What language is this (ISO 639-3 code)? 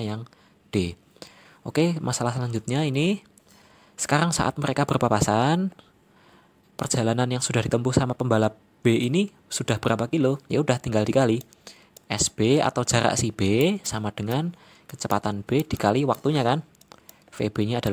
ind